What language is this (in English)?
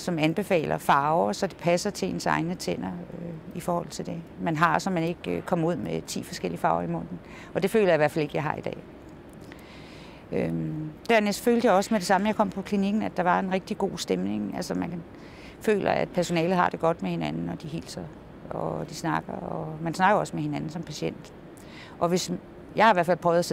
Danish